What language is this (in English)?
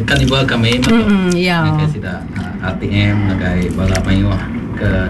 Iban